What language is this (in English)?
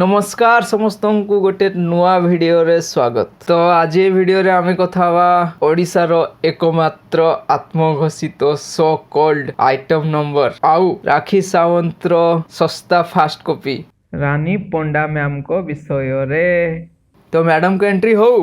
Odia